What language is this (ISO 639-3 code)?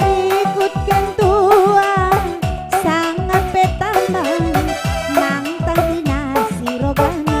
btx